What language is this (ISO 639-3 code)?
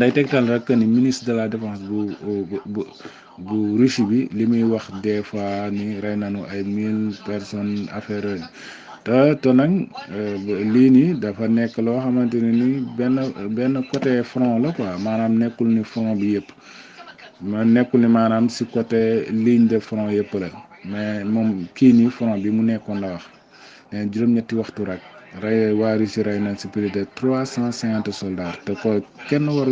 wol